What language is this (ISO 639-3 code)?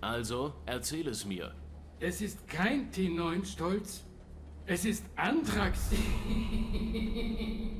bar